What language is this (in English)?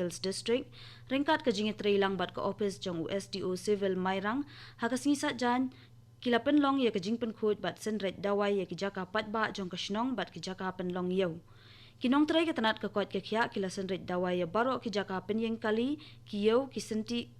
Khasi